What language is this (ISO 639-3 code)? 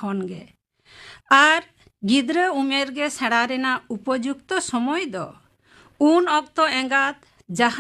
sat